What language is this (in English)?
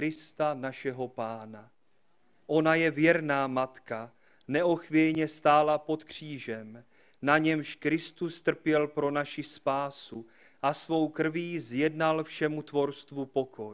Czech